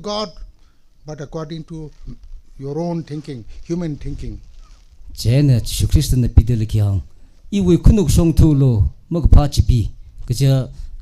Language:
Tangkhul Naga (India)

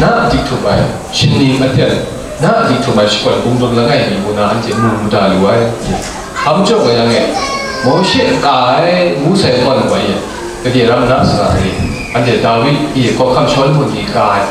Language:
Kachin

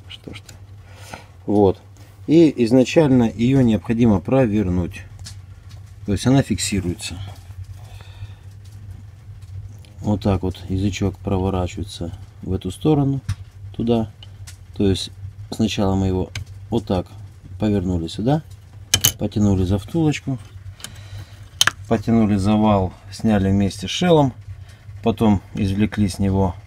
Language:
Russian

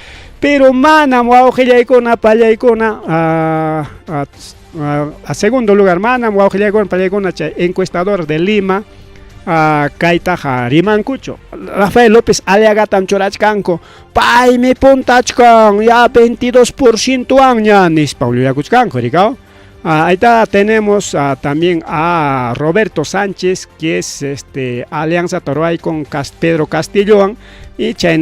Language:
Ayacucho Quechua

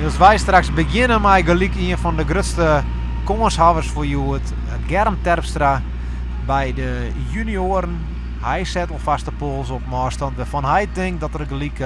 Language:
Western Frisian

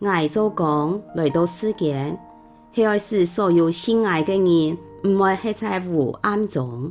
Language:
Hakka Chinese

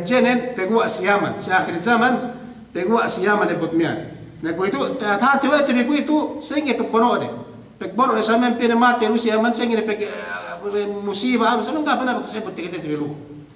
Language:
Yakan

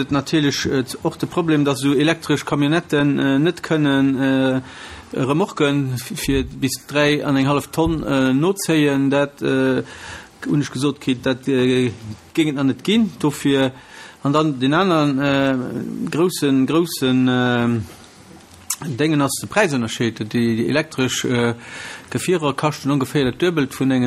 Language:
Luxembourgish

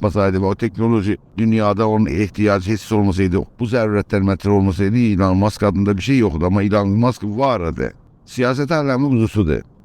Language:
South Azerbaijani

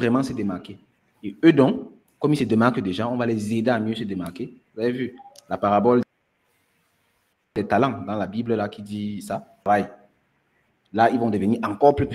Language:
French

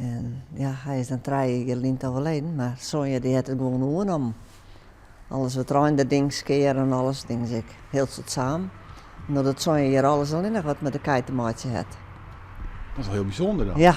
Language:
Western Frisian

